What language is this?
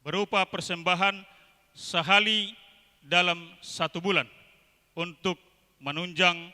Batak Toba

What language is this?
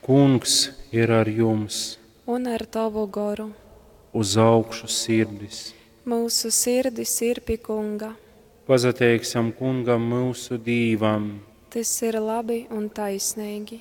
Latgalian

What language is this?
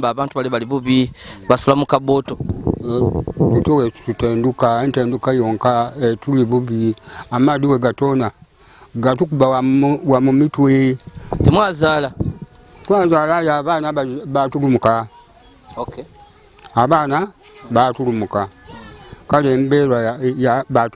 Ganda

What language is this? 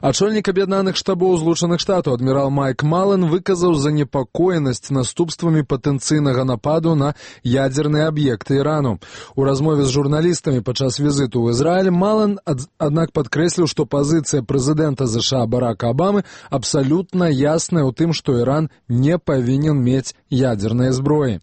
Belarusian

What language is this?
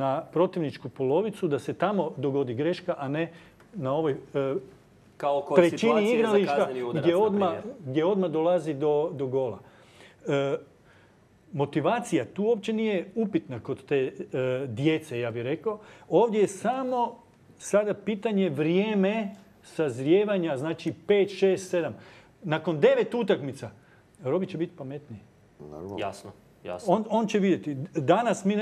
Croatian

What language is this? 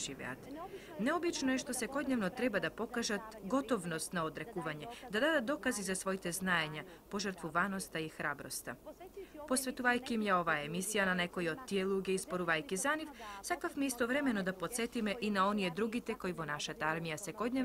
Macedonian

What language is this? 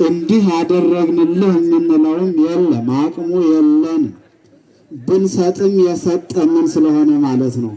Amharic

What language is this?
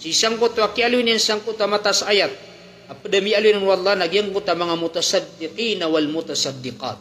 Maranao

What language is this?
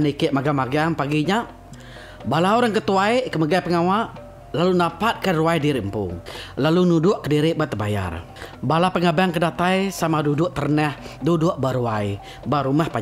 Iban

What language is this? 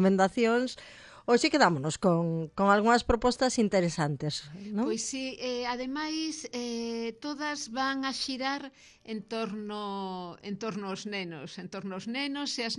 Galician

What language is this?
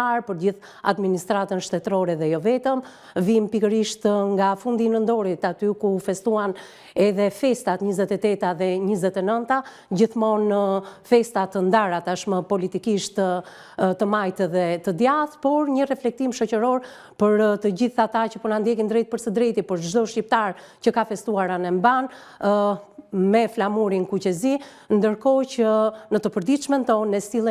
Albanian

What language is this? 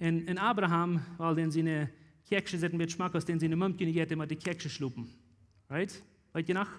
Plautdietsch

